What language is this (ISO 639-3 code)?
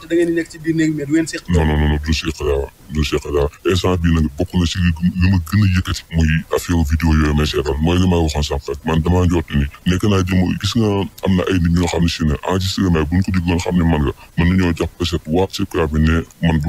wol